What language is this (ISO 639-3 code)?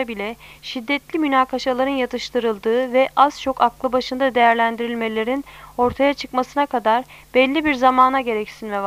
tur